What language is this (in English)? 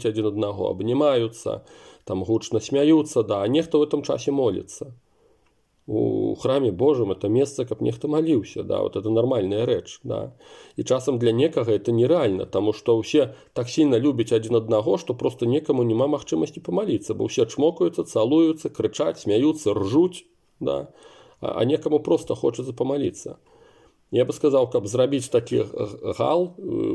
Belarusian